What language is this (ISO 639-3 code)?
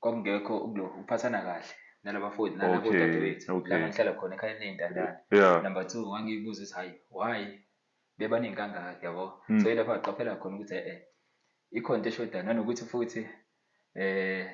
zul